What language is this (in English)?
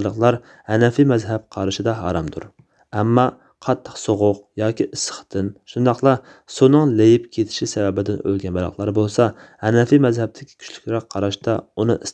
Uyghur